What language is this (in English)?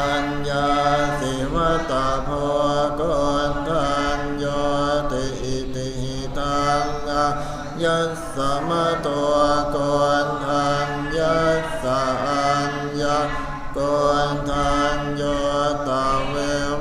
Pali